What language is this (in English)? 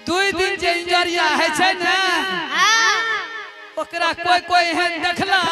Angika